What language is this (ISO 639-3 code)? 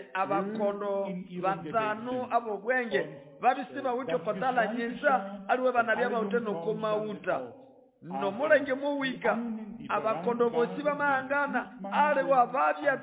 nnb